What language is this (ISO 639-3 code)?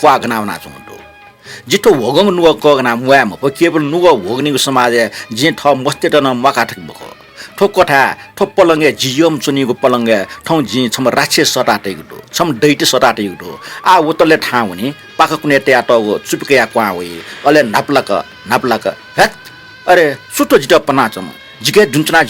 new